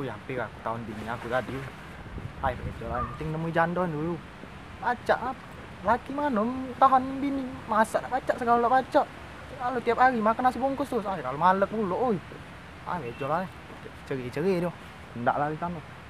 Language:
Musi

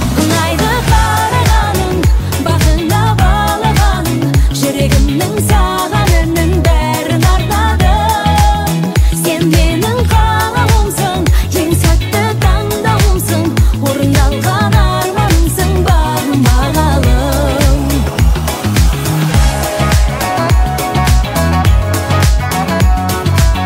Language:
Kazakh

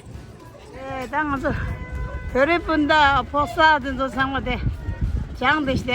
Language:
Tibetan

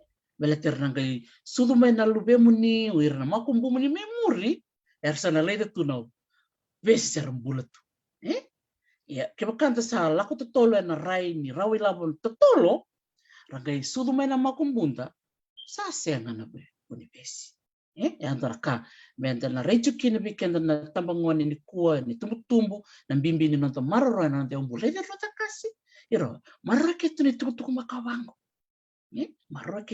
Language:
Fijian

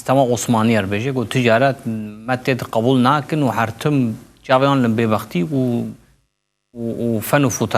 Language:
Kurdish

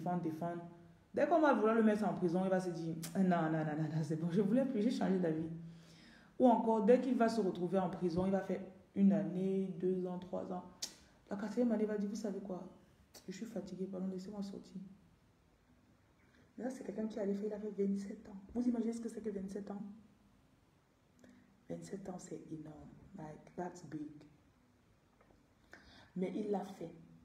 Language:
French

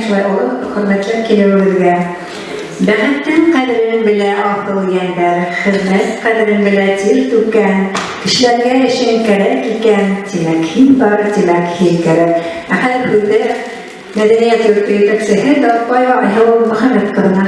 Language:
Bashkir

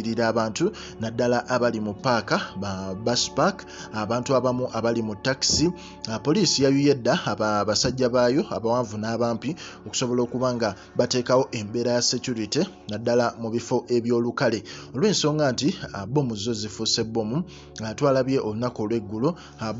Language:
Ganda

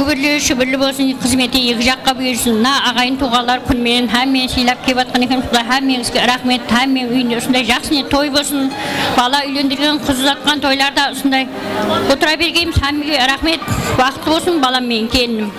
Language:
Kara-Kalpak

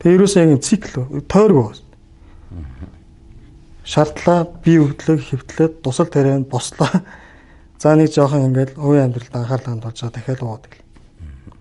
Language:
Mongolian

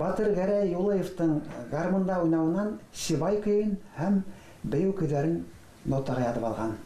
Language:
Bashkir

